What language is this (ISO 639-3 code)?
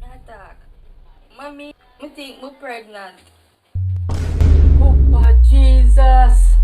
jam